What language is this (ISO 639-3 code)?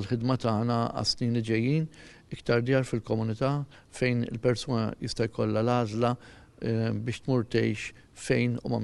mlt